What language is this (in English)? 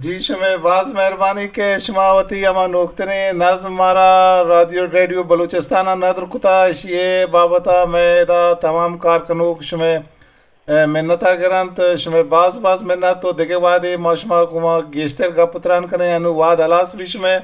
Eastern Balochi